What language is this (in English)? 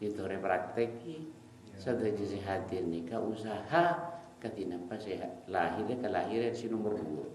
Madurese